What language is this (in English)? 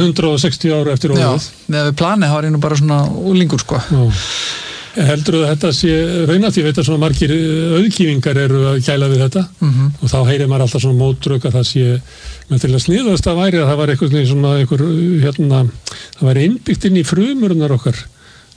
Icelandic